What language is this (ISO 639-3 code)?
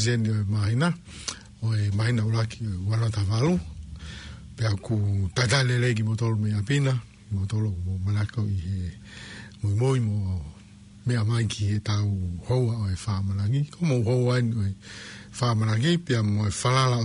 ton